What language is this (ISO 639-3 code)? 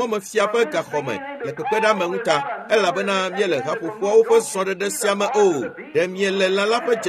ewe